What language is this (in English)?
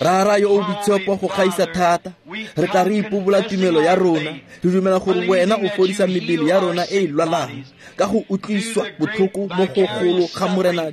Tswana